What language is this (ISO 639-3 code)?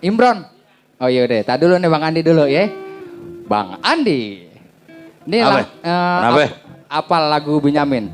bew